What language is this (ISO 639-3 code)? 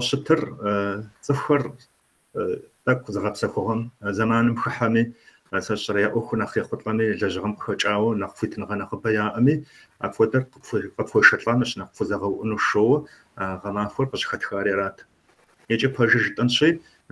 kbd